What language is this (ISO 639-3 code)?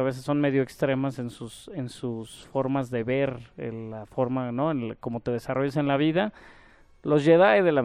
spa